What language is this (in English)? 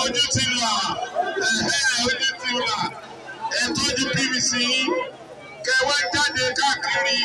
Yoruba